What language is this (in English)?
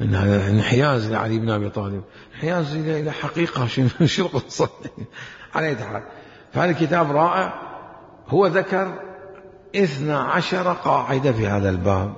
Mesopotamian Arabic